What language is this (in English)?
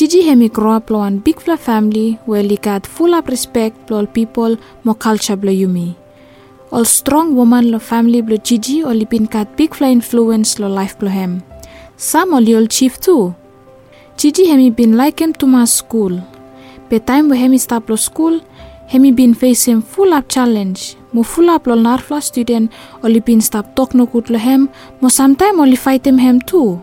Bislama